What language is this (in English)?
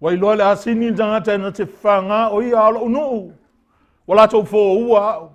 Samoan